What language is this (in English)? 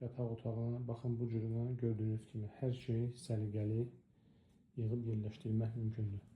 Azerbaijani